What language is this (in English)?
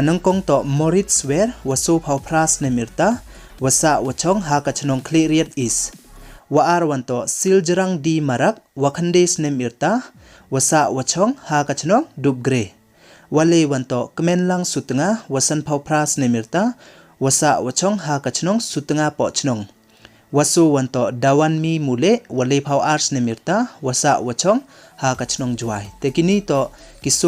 Pnar